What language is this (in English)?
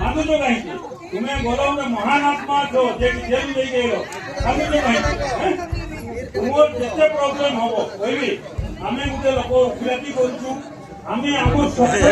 Santali